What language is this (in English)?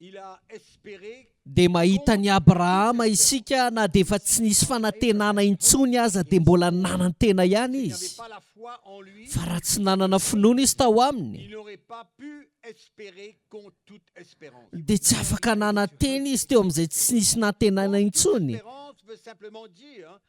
Malagasy